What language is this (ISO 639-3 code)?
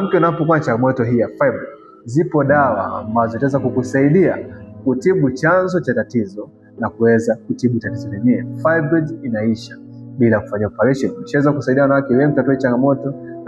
swa